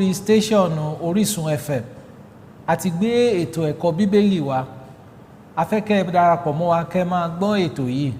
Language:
Yoruba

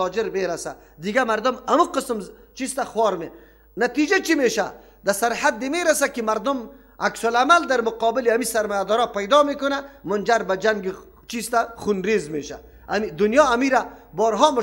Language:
Persian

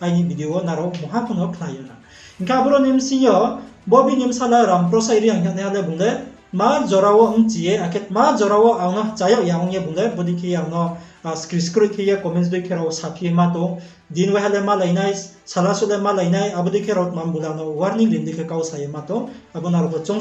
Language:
Riang (India)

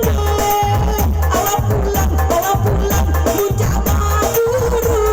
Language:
Minangkabau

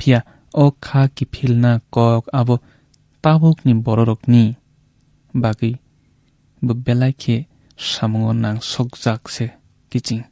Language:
Kok Borok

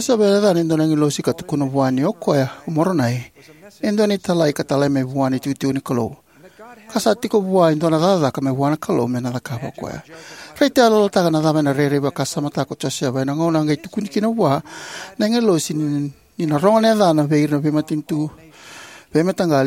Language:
Fijian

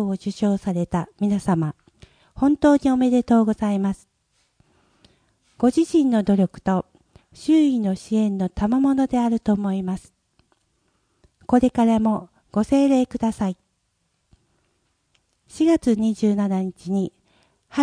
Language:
Japanese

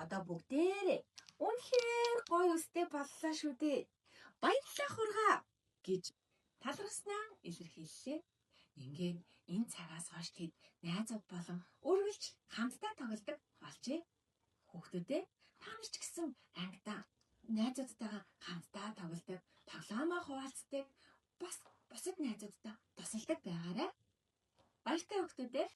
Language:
Mongolian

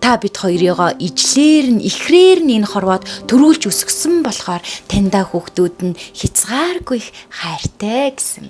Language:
Mongolian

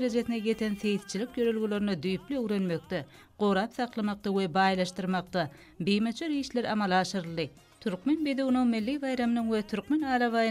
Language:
Turkmen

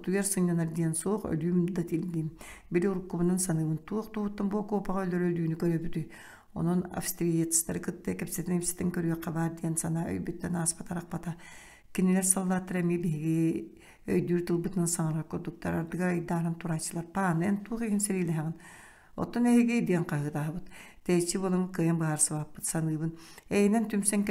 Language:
Yakut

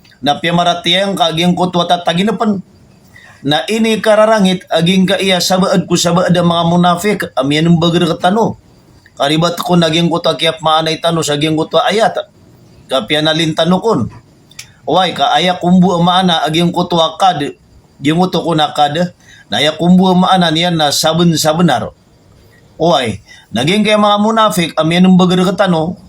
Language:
Maranao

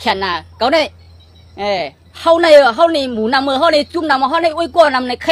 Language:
Shan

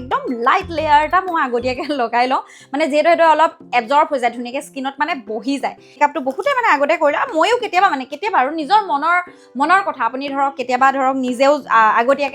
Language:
Assamese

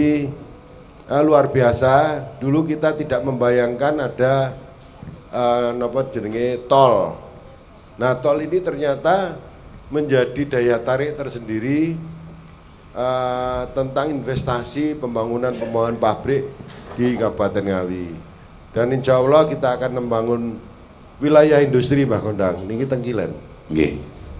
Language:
Javanese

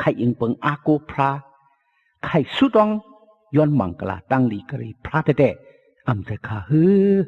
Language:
Shan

